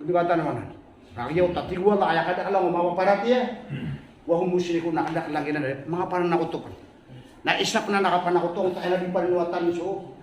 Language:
Maranao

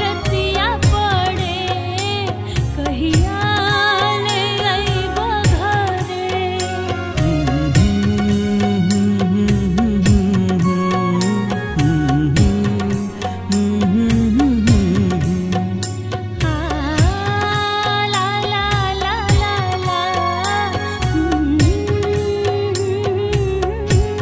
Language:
Bhojpuri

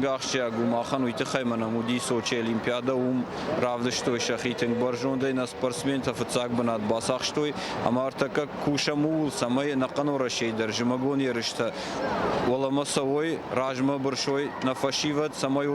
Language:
Ossetic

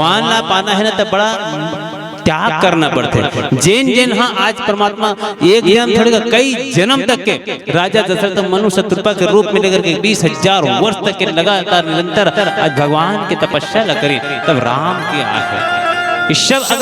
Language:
Chhattisgarhi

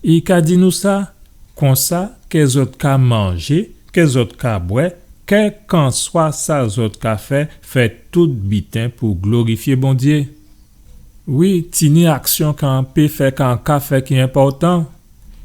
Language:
Guadeloupean Creole French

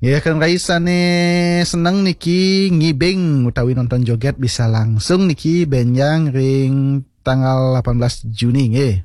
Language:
Balinese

